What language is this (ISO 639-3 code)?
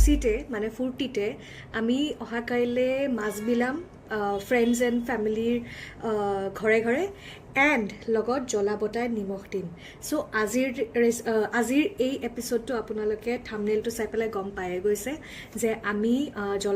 asm